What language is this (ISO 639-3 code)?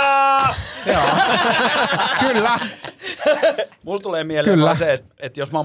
fin